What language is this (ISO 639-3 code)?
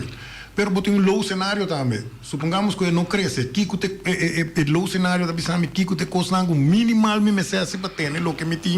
pap